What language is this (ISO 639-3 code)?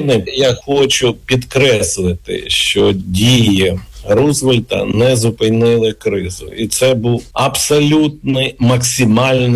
ukr